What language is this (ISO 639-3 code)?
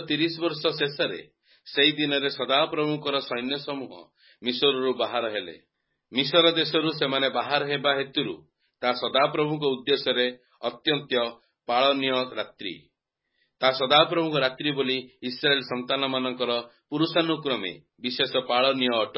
ori